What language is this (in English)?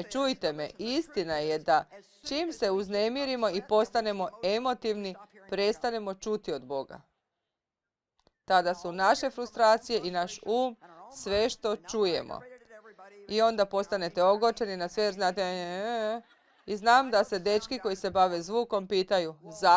Croatian